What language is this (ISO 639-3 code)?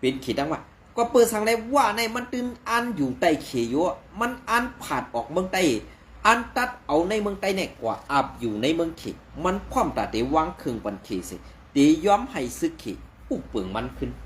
shn